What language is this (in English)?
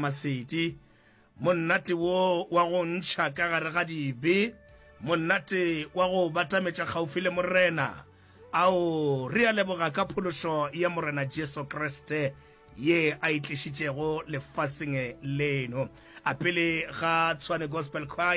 Northern Sotho